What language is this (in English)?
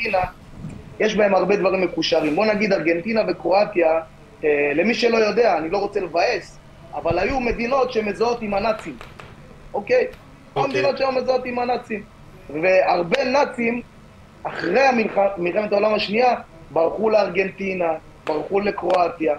Hebrew